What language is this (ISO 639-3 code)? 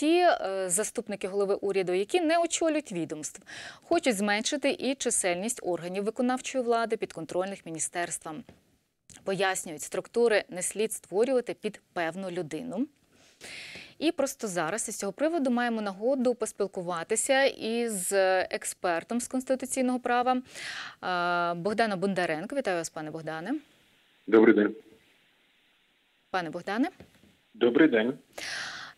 ukr